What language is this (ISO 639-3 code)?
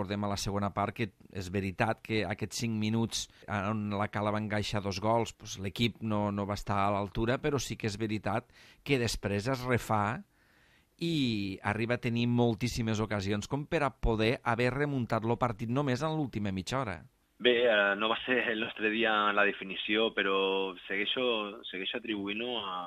cat